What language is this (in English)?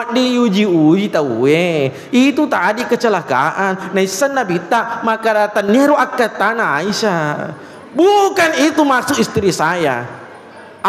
Buginese